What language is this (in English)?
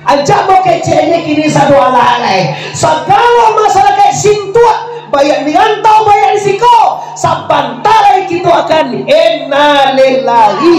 Minangkabau